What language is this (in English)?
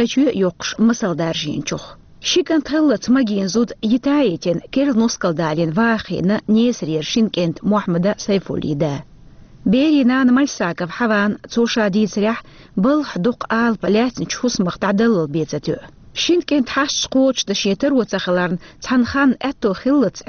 Chechen